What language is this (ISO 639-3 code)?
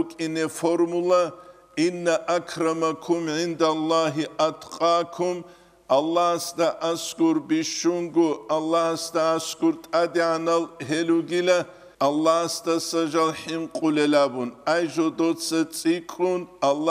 ava